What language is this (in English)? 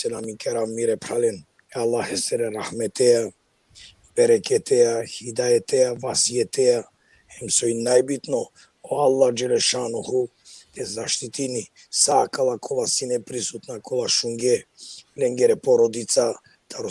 Balkan Romani